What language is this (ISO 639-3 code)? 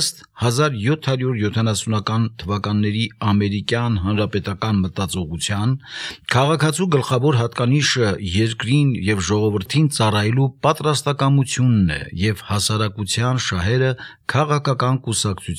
hye